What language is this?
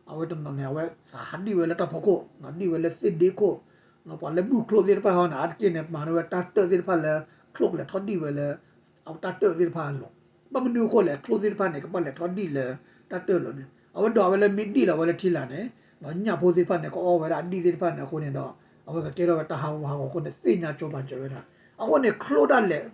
S'gaw Karen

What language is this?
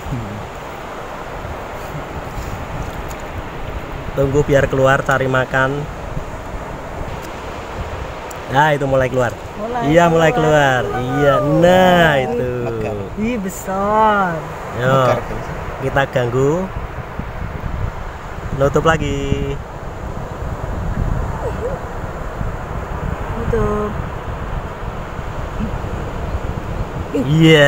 Indonesian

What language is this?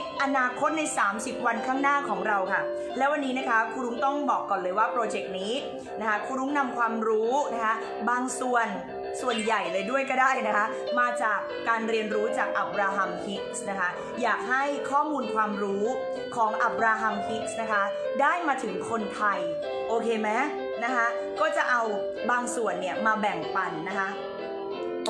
Thai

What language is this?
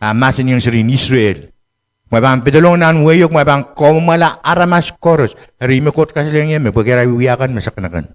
Pohnpeian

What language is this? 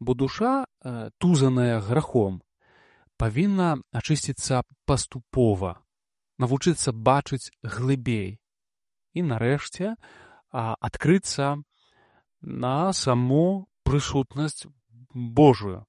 Belarusian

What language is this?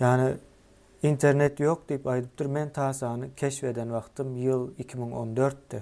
Turkmen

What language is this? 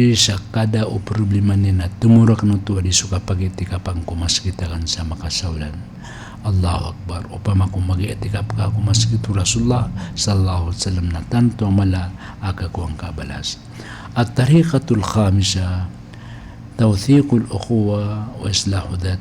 Maranao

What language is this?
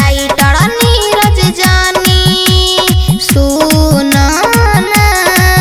Bhojpuri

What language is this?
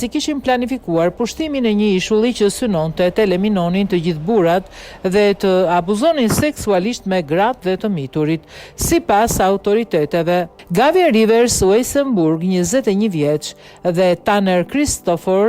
Albanian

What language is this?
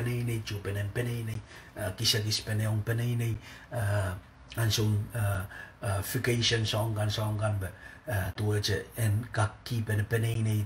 Pohnpeian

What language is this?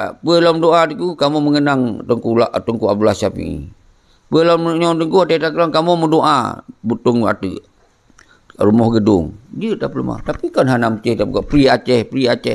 Achinese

